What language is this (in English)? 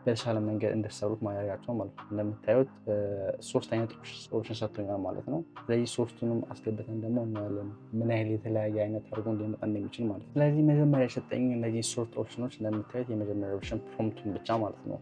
Amharic